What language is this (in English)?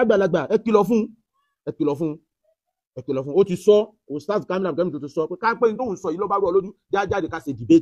Yoruba